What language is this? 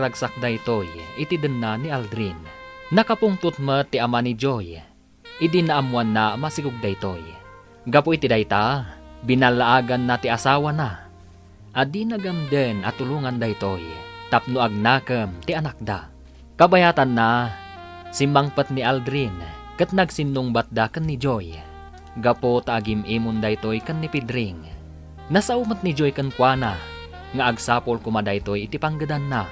Iloko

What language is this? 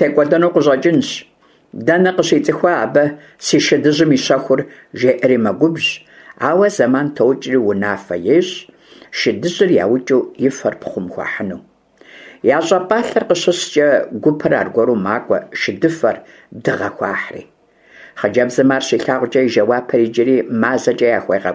Kabardian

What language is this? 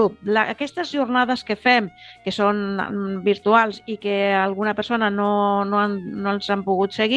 Catalan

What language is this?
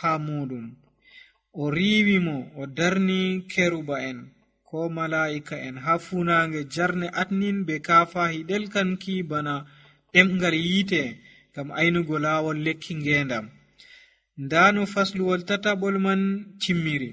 Nigerian Fulfulde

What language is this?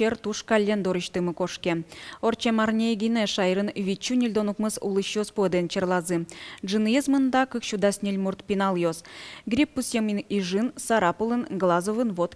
Udmurt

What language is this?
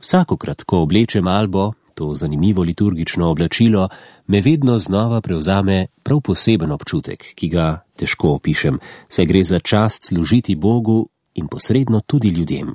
Slovenian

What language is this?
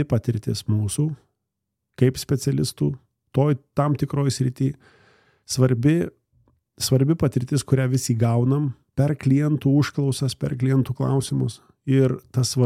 Lithuanian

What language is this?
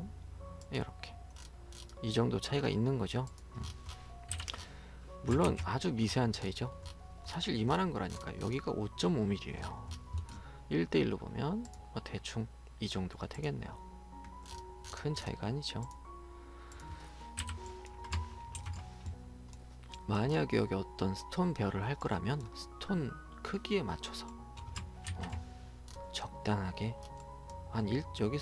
Korean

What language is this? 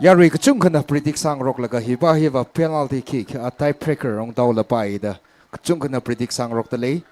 Tangkhul Naga (India)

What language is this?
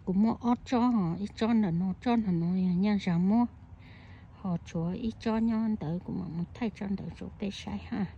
Hmong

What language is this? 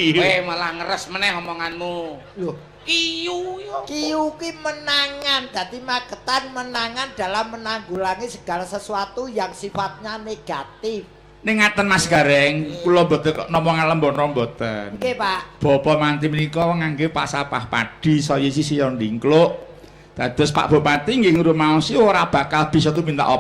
Javanese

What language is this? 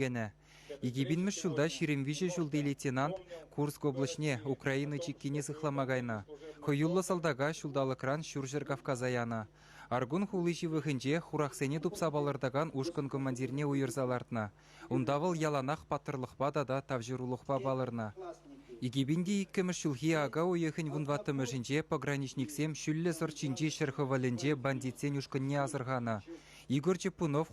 Chuvash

